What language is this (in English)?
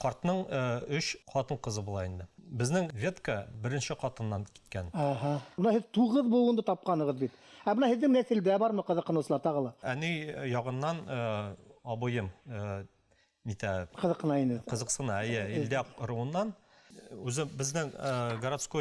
Bashkir